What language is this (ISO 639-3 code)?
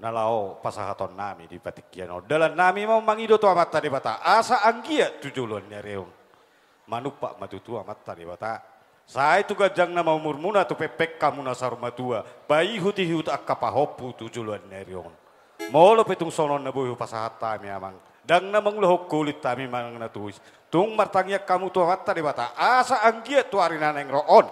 bbc